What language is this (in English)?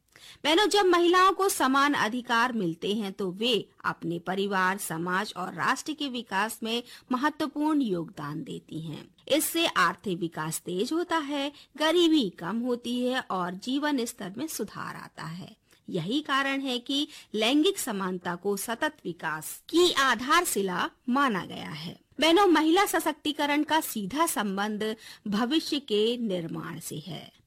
Hindi